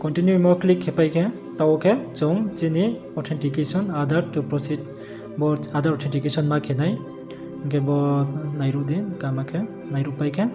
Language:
Riang (India)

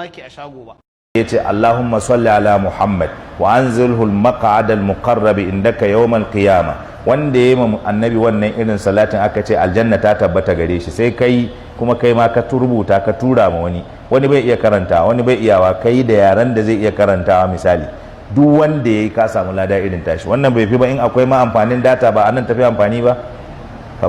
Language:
Hausa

